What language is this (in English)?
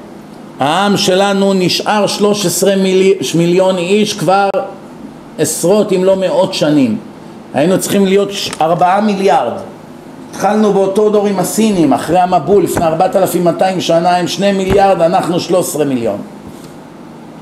Hebrew